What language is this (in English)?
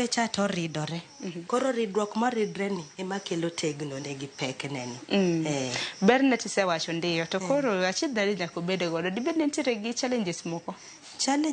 Luo (Kenya and Tanzania)